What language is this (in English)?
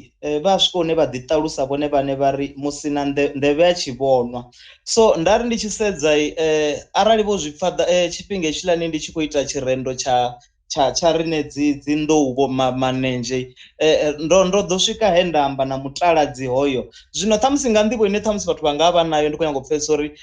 Venda